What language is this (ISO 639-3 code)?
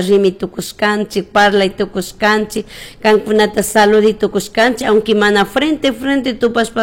qug